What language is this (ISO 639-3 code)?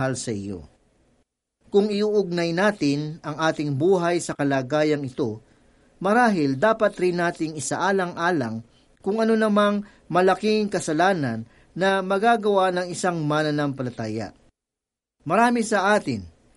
fil